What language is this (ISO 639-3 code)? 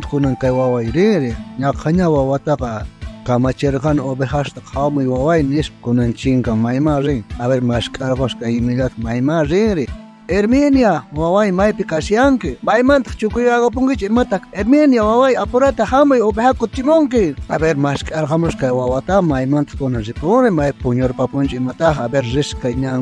quh